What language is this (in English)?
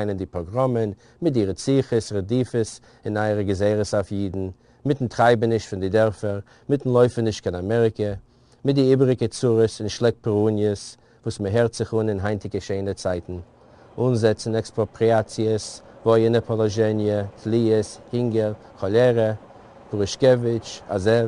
Yiddish